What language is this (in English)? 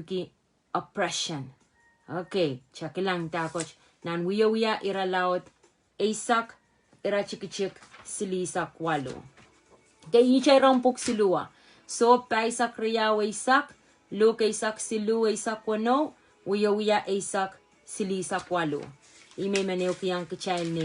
Pohnpeian